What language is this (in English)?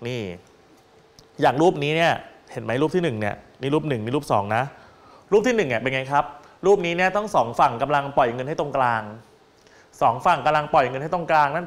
Thai